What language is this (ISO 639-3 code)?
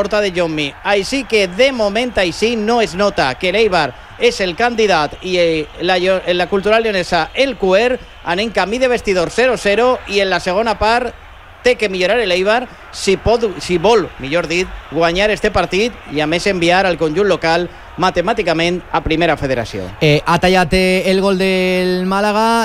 cat